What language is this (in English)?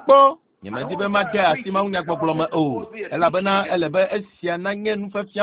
Ewe